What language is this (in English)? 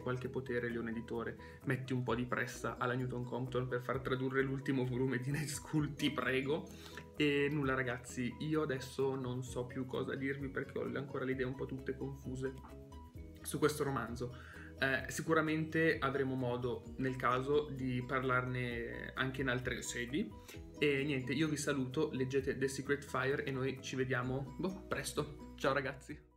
Italian